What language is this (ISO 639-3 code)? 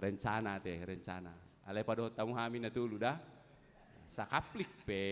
bbc